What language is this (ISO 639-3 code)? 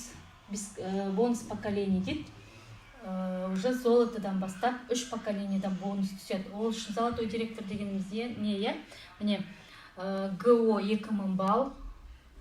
kaz